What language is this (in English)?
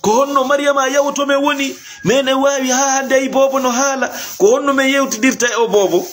Fula